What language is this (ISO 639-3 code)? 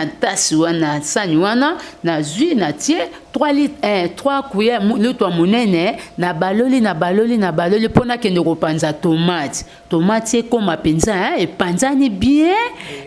lin